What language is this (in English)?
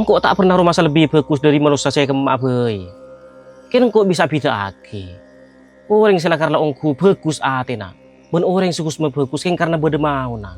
Madurese